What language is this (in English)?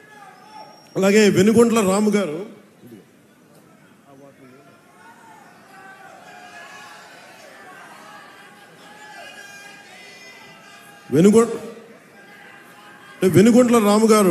Telugu